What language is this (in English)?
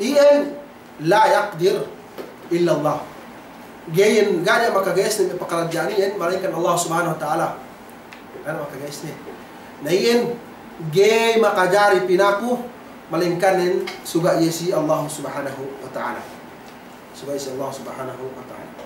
Yakan